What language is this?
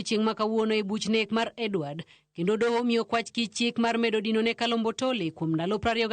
Luo (Kenya and Tanzania)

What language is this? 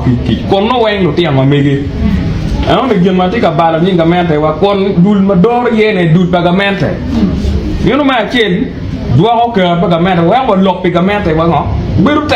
Acoli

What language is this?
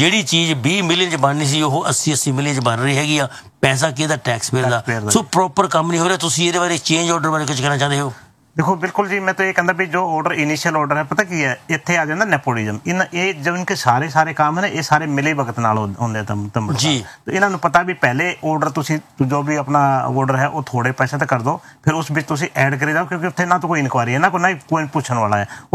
Punjabi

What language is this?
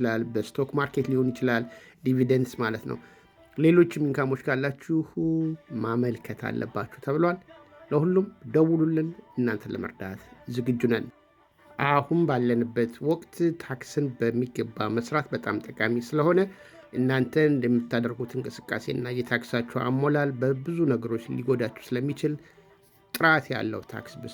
Amharic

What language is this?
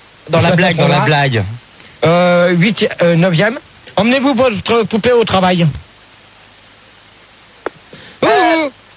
French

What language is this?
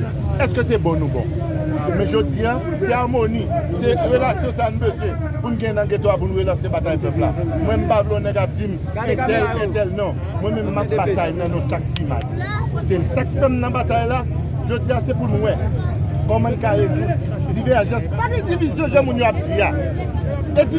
Haitian Creole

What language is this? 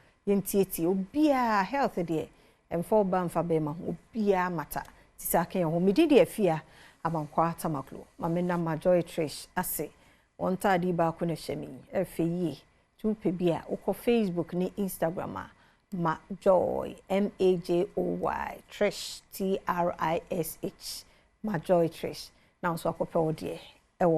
Akan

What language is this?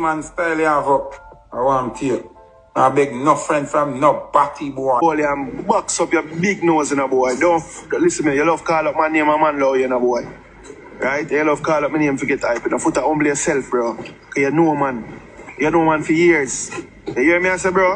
Jamaican Creole English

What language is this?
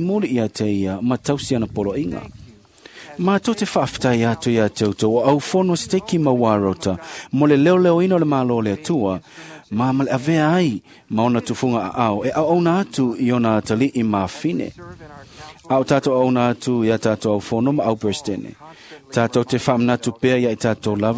Samoan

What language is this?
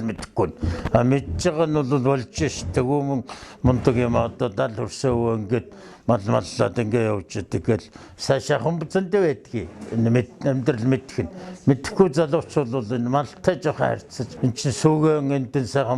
Mongolian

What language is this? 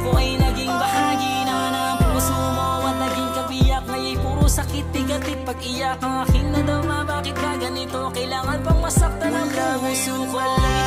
Filipino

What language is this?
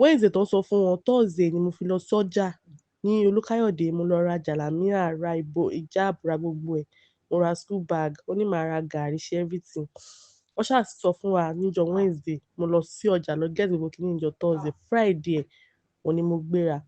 Yoruba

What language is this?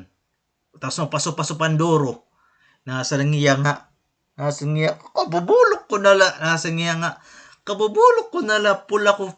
Waray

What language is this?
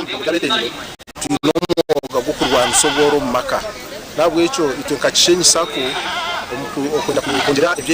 Nyankole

